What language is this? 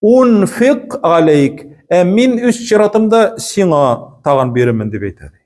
Tatar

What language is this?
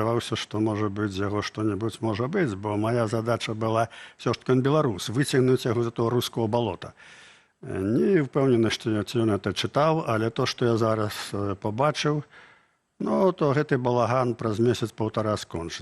Belarusian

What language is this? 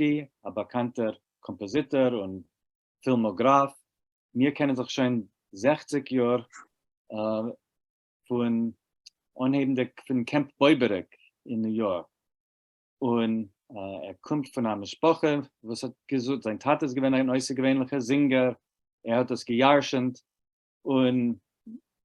Yiddish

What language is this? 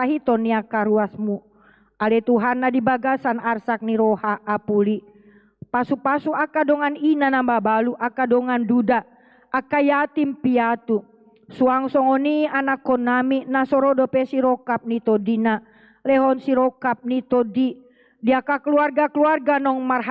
Batak Toba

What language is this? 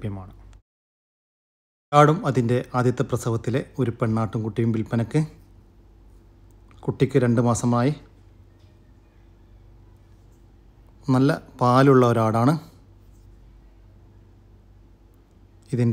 Malayalam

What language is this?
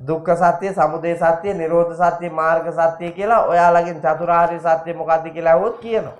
Sinhala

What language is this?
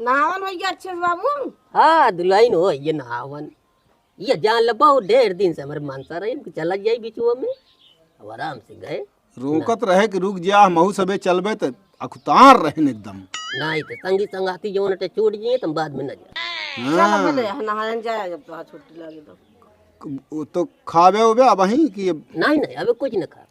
Awadhi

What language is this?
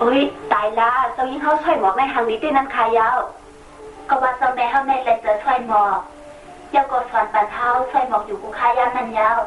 Shan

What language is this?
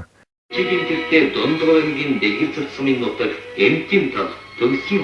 Mongolian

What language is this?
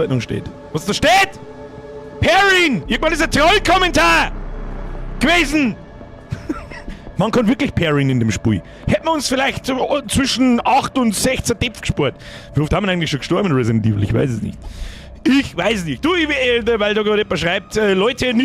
Bavarian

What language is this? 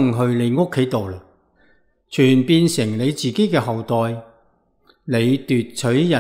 Cantonese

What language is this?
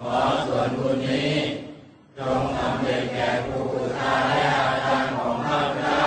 Pali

